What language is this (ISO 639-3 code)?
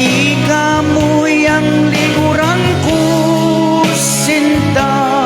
pam